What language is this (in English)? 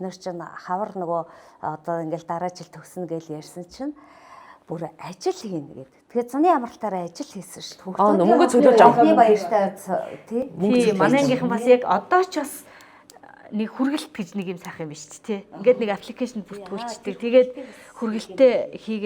Mongolian